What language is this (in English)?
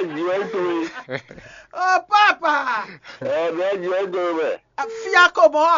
Fon